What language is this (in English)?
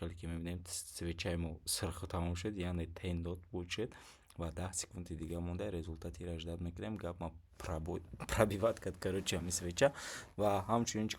Tajik